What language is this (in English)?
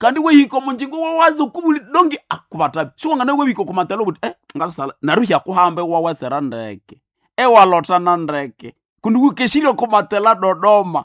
Nande